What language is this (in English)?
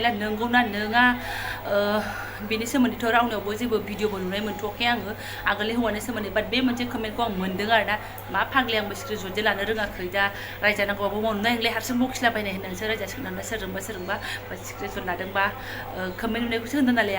Bodo